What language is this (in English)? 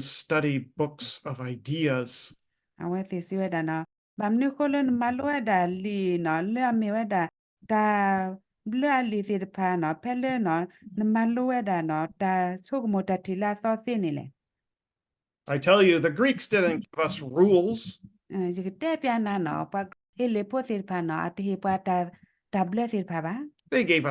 S'gaw Karen